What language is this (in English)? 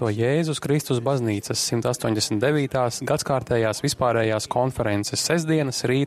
Latvian